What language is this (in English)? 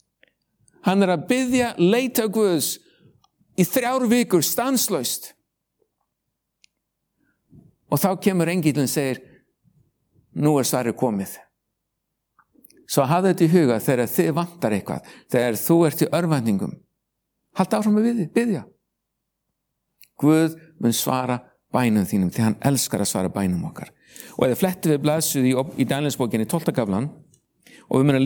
Icelandic